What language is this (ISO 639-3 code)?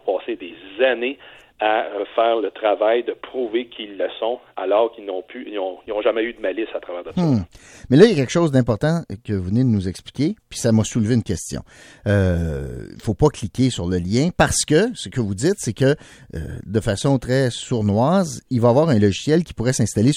fra